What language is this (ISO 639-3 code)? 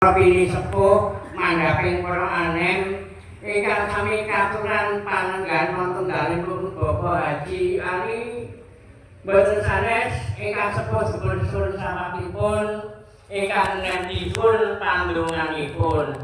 jav